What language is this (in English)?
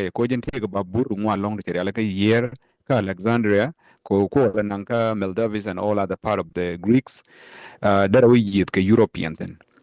Nuer